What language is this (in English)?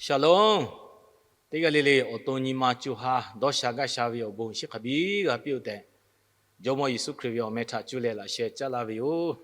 Lahu